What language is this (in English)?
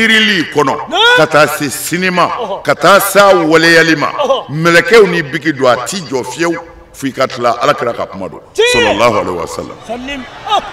Bambara